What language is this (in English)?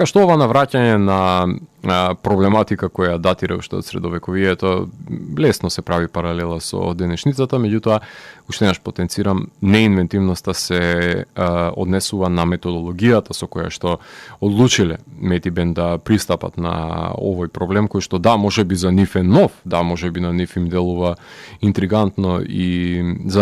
Macedonian